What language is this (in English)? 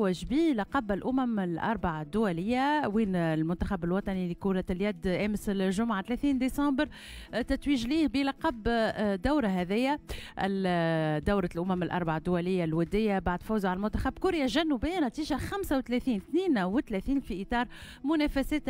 Tunisian Arabic